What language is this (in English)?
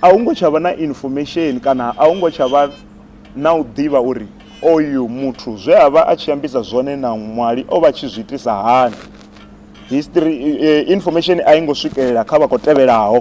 Venda